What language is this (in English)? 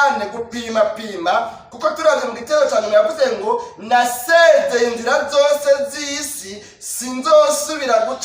Rundi